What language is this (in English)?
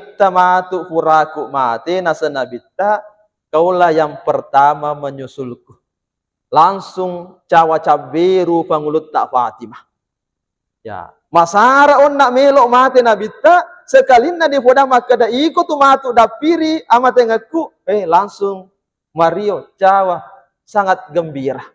Buginese